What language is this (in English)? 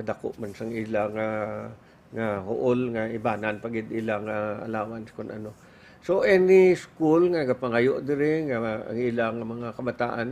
Hiligaynon